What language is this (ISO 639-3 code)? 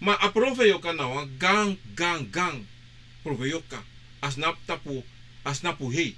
srn